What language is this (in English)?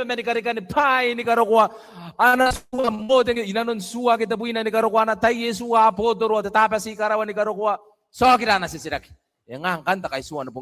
Gilbertese